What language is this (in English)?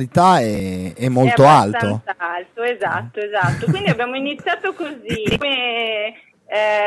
Italian